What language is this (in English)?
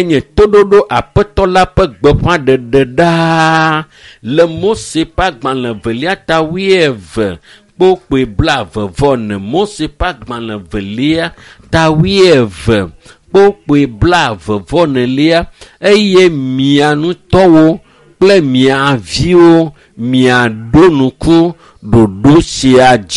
Ewe